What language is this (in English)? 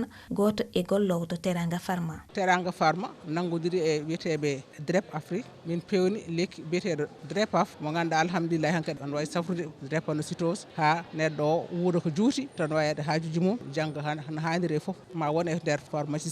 Fula